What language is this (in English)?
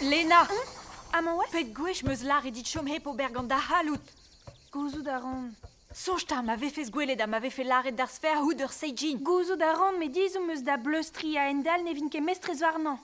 Breton